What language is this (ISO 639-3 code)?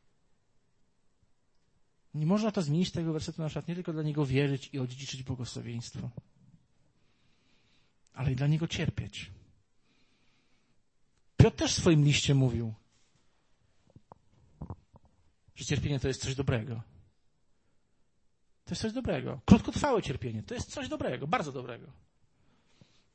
pol